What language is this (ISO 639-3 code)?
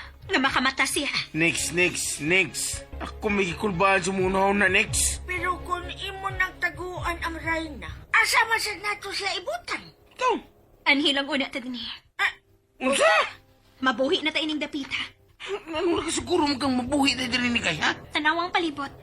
ceb